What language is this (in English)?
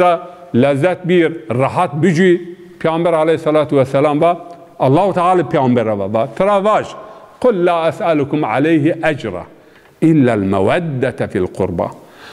Zaza